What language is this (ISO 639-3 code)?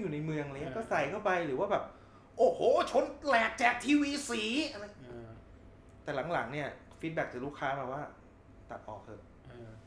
tha